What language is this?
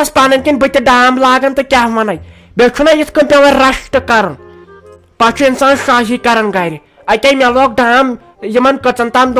Kashmiri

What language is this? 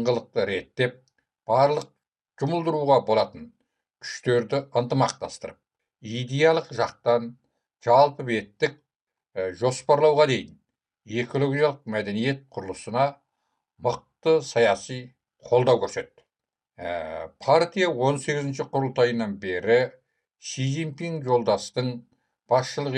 Kazakh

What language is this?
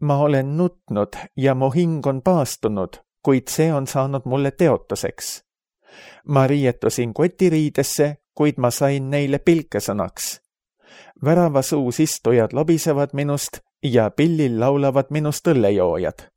Estonian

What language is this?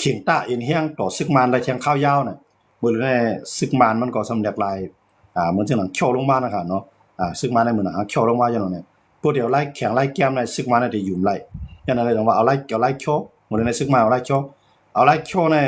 Shan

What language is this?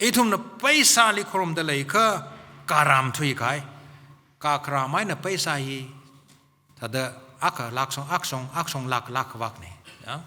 Tangkhul Naga (India)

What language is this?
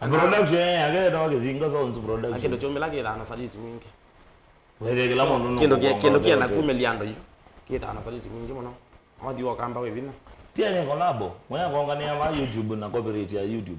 Kamba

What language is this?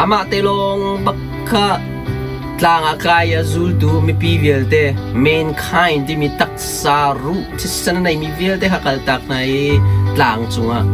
Hakha Chin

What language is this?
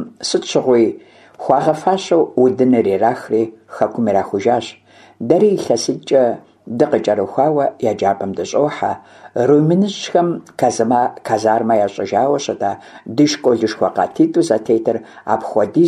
Kabardian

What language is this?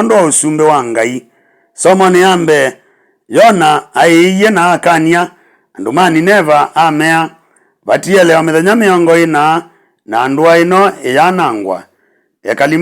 Kamba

